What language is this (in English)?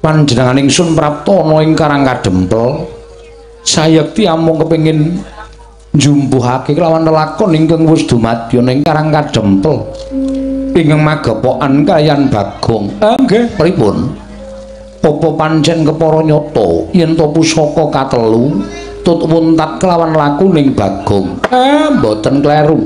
Javanese